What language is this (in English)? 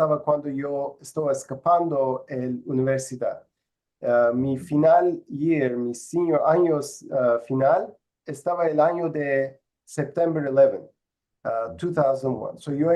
Ladino